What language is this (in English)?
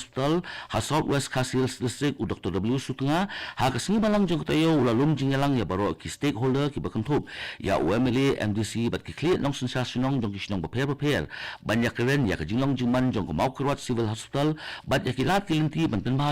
Khasi